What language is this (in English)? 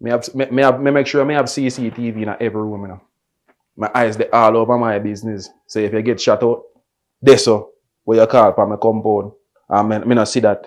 Jamaican Creole English